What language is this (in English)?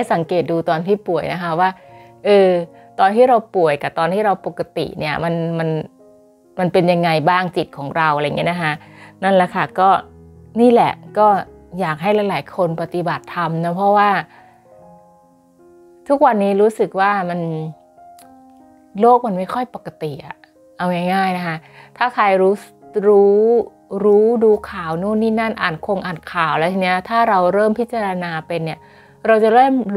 Thai